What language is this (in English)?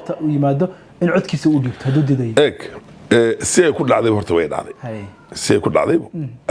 Somali